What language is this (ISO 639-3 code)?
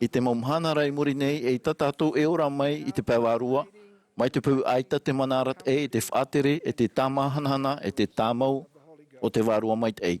tah